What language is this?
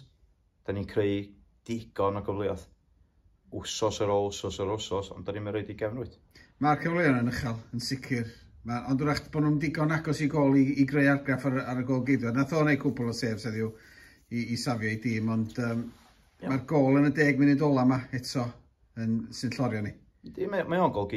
Welsh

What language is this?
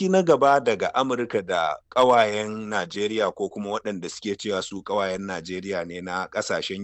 Hausa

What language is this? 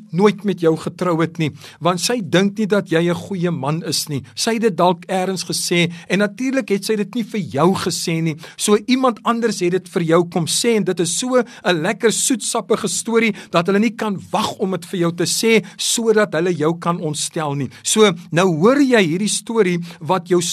Afrikaans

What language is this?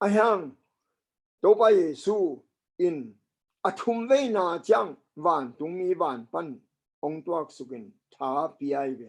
Tedim Chin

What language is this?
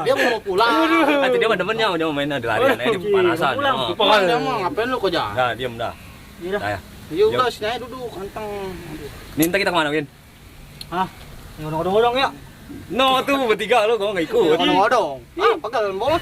Betawi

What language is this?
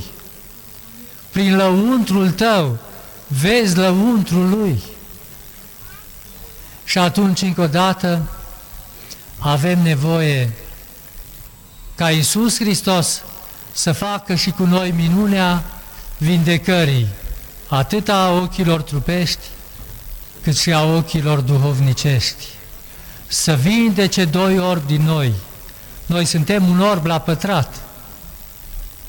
Romanian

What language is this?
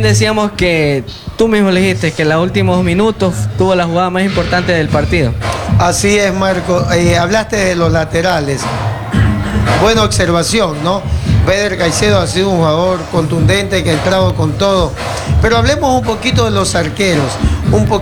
Spanish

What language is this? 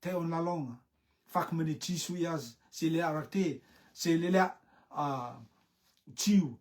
Rotuman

